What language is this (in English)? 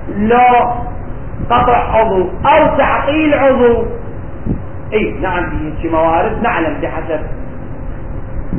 Arabic